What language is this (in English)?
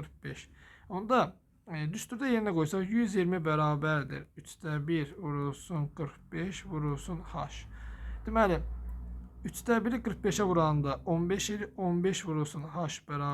Azerbaijani